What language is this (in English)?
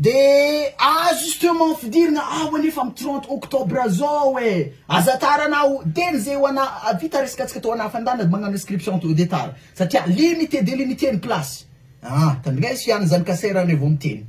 Malagasy